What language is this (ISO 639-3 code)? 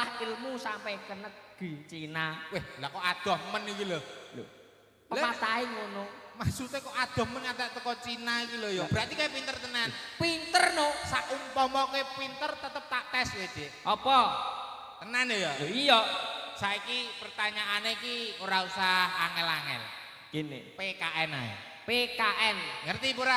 jav